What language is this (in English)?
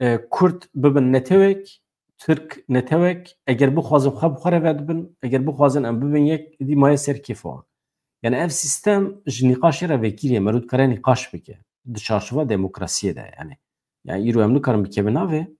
Kurdish